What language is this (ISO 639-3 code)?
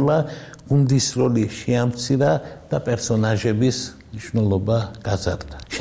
kat